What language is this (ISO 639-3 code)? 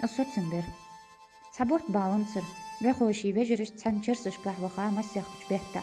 inh